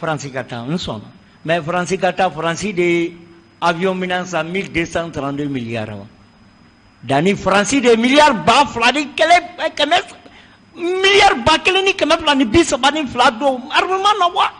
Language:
Bambara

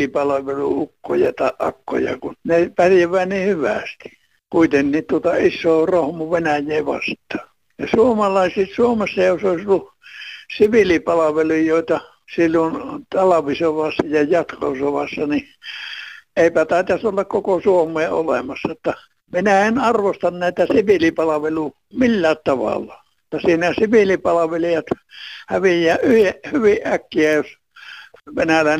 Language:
Finnish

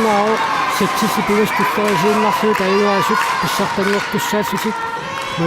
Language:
Kalaallisut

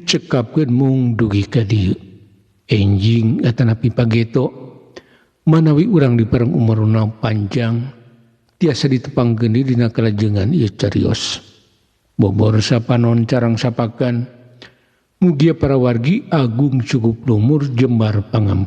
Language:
Sundanese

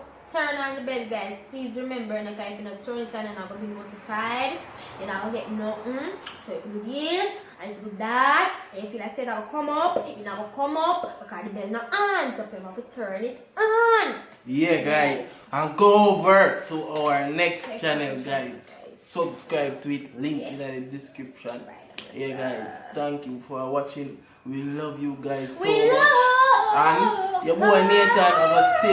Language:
Jamaican Creole English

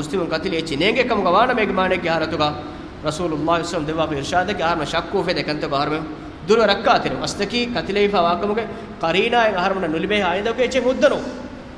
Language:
Divehi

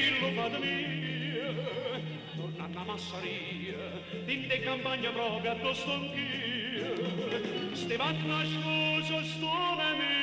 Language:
Neapolitan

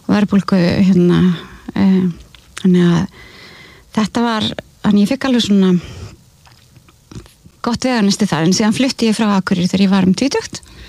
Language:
Icelandic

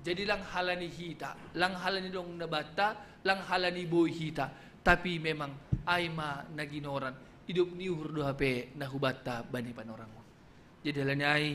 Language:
Batak Simalungun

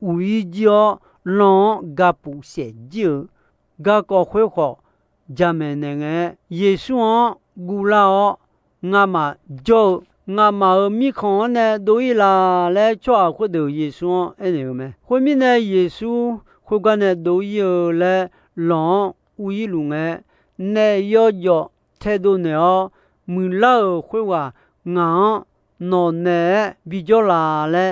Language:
Akha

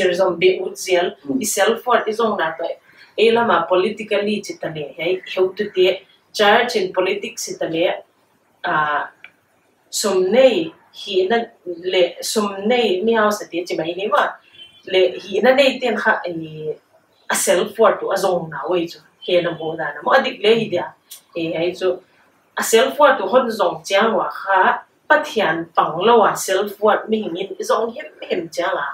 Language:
Paite Chin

